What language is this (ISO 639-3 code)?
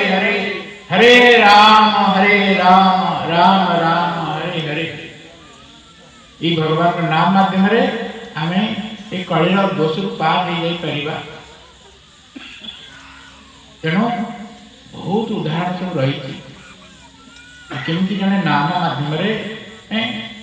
ori